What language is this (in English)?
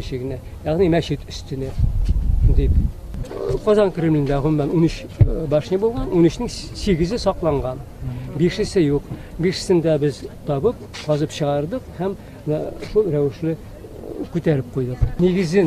Tatar